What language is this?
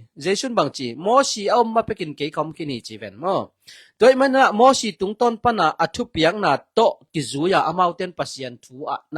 Tedim Chin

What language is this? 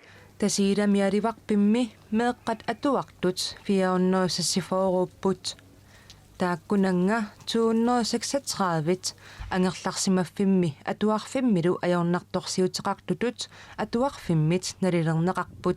Kalaallisut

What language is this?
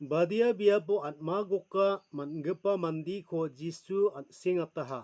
Garo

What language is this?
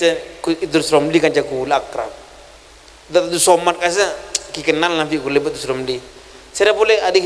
Madurese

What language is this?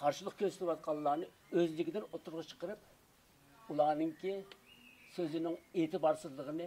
Uyghur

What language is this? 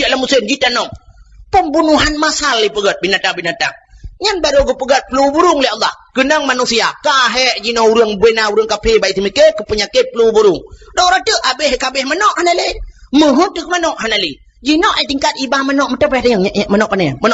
Achinese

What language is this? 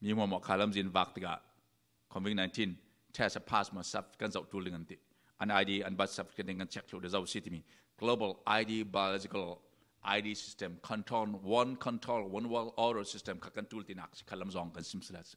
Falam Chin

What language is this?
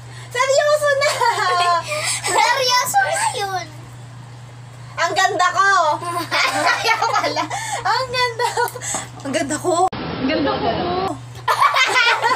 Filipino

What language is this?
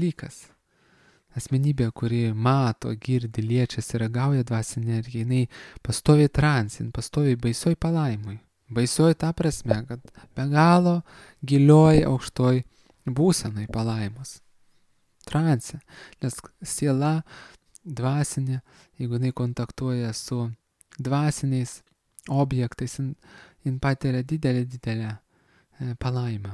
Lithuanian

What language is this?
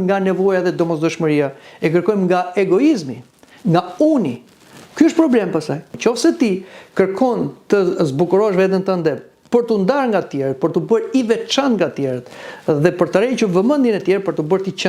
Albanian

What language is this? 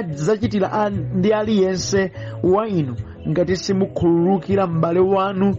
Nyanja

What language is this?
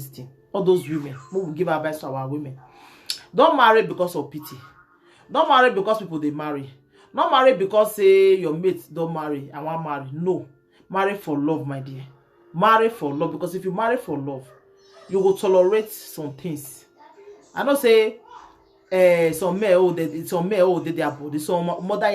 Nigerian Pidgin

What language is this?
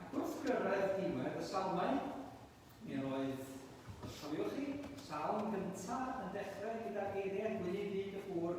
Welsh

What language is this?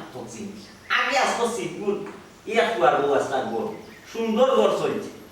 Sylheti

